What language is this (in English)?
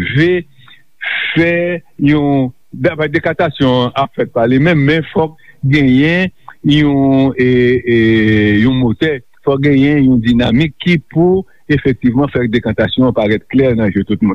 Haitian Creole